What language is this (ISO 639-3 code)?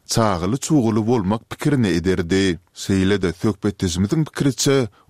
tuk